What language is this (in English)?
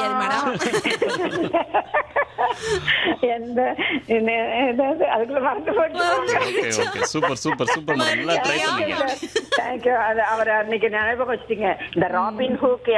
Tamil